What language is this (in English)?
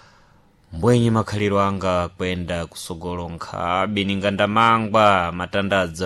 Sena